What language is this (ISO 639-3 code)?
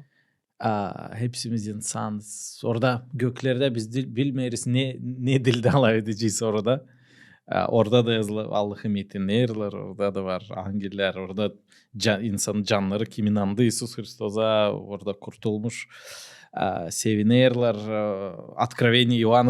gag